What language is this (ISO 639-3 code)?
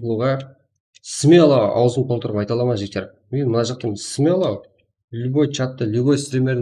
kaa